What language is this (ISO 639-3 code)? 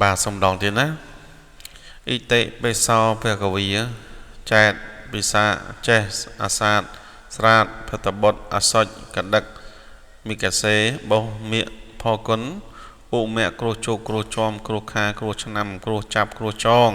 khm